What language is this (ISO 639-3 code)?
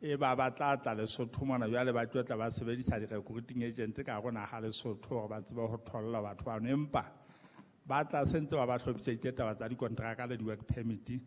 sot